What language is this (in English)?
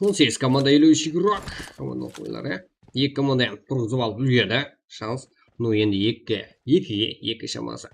Kara-Kalpak